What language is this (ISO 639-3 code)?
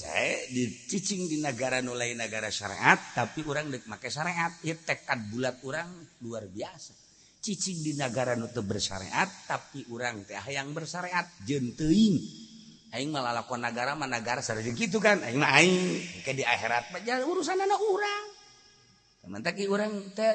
sun